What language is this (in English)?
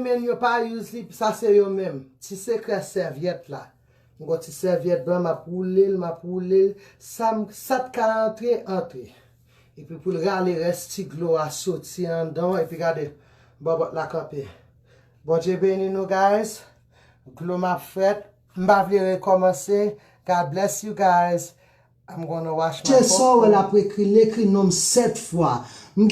Haitian Creole